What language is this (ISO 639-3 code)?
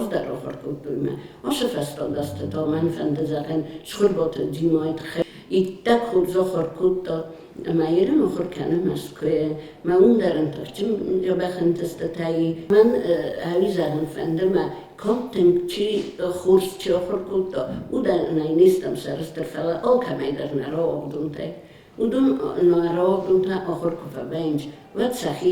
oss